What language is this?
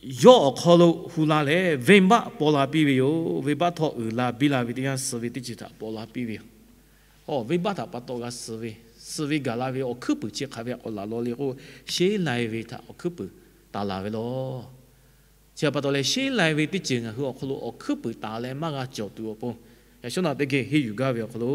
Lahu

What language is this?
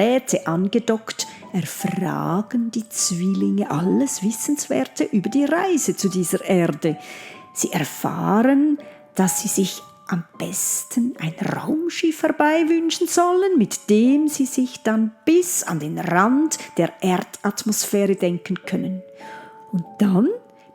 Swiss German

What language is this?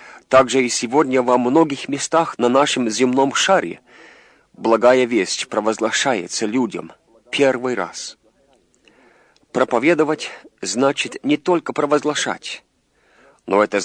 Russian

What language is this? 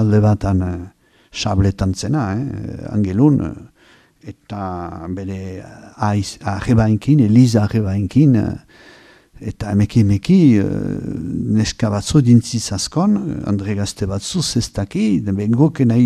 Basque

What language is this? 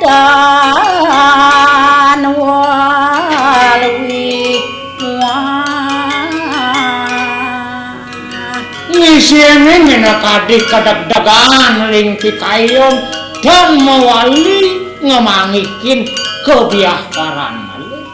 Balinese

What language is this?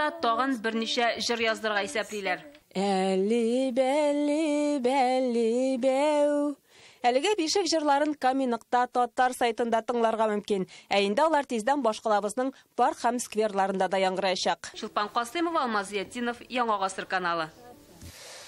Tatar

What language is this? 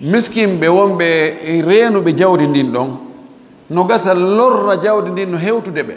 Fula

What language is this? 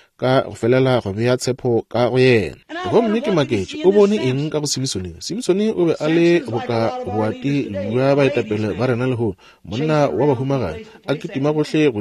Northern Sotho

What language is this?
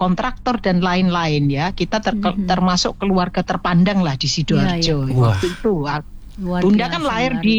Indonesian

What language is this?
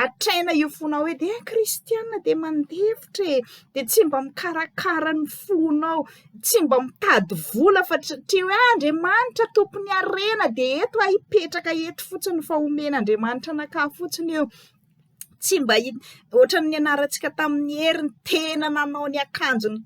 Malagasy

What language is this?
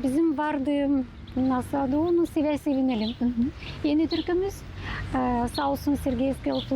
Gagauz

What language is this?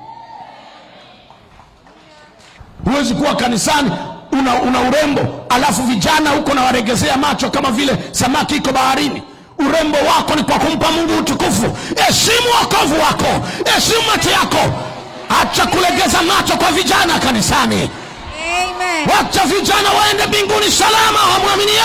Swahili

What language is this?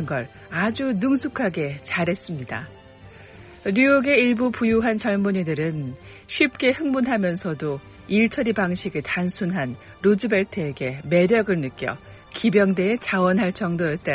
Korean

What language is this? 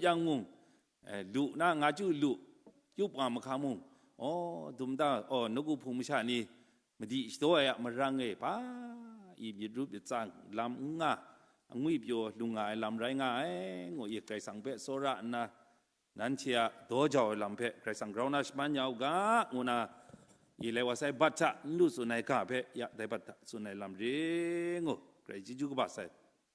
Kachin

